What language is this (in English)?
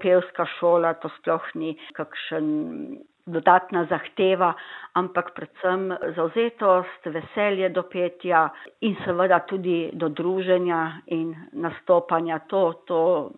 Slovenian